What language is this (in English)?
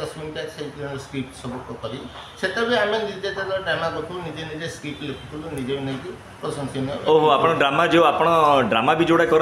Odia